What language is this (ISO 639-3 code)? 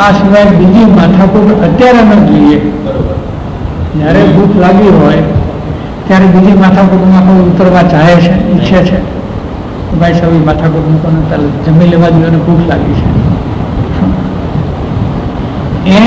guj